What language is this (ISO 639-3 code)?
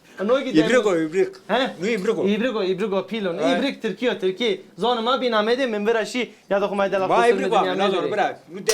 zza